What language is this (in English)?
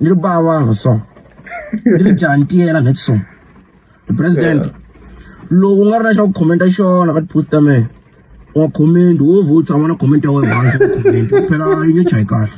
Tsonga